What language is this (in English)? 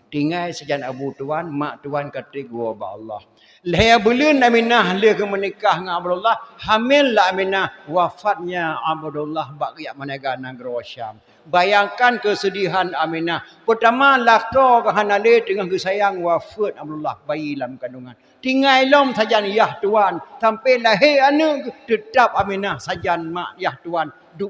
Achinese